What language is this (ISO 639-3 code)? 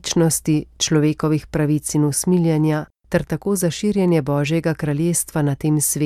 slv